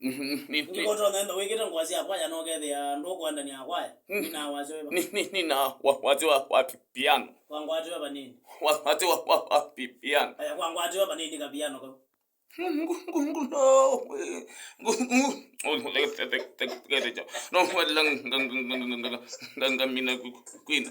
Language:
Kamba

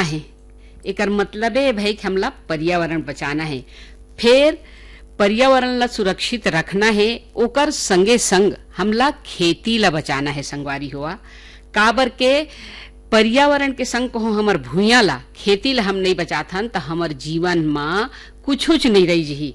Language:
Chhattisgarhi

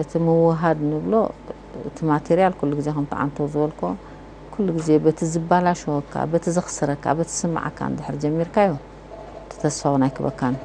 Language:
Tigrinya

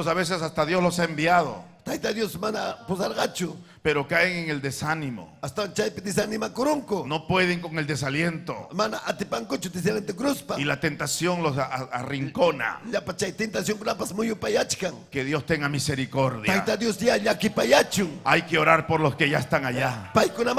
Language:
Ayacucho Quechua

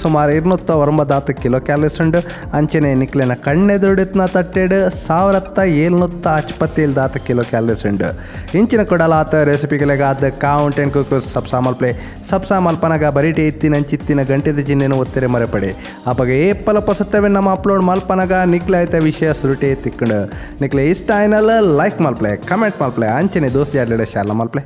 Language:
Tulu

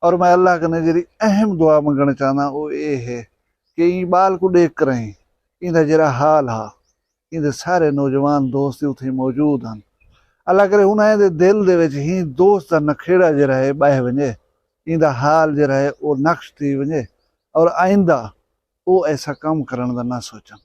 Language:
Saraiki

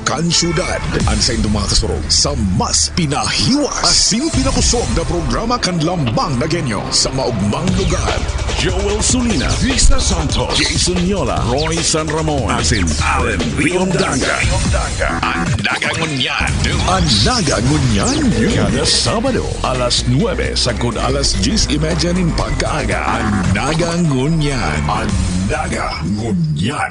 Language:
Bikol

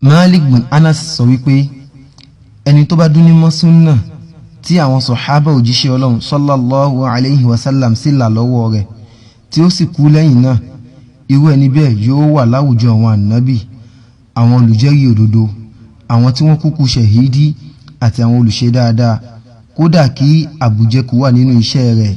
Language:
Yoruba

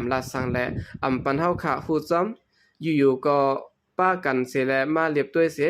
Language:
Shan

